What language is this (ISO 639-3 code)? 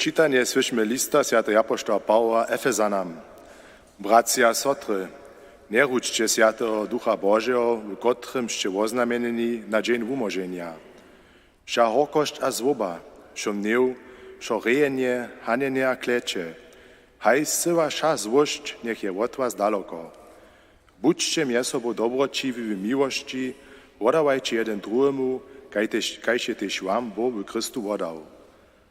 hsb